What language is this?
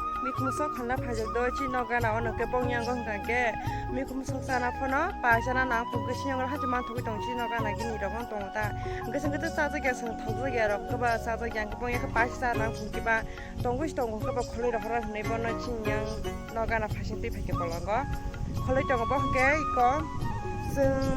Kok Borok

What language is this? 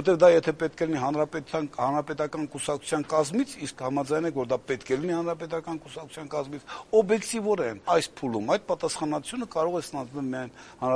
Armenian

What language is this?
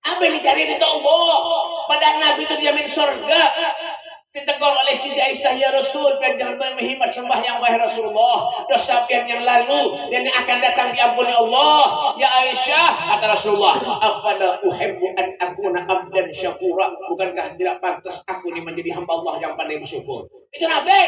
Banjar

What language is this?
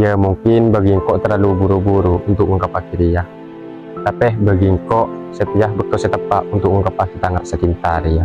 Madurese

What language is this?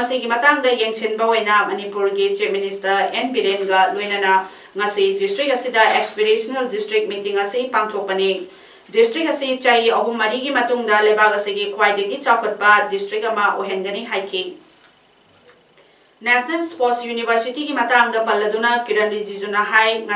Manipuri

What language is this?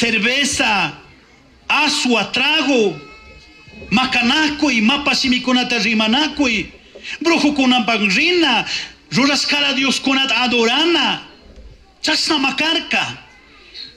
Chimborazo Highland Quichua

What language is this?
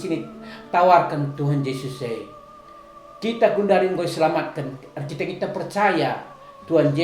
Batak Karo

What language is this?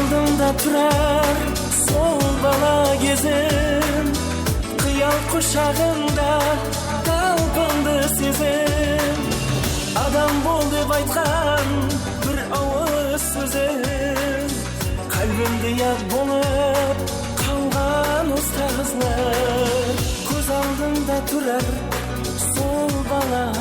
Kara-Kalpak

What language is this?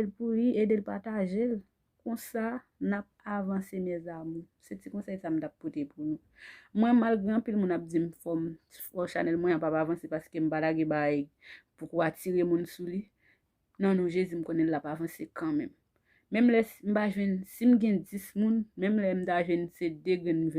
Haitian Creole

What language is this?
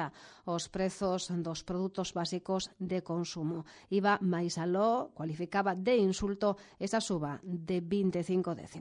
Galician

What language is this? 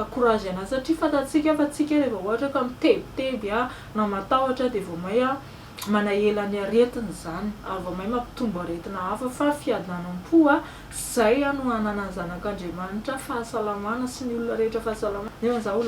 Malagasy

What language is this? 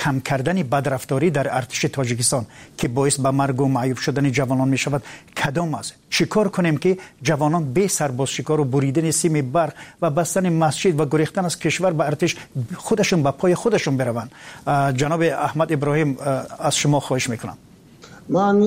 Tajik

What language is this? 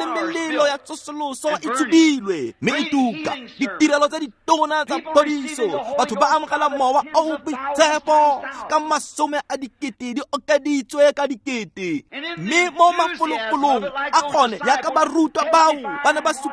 Tswana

